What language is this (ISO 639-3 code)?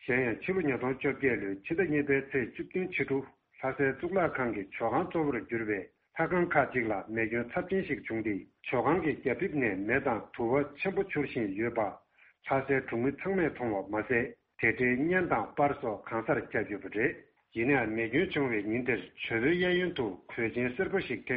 bod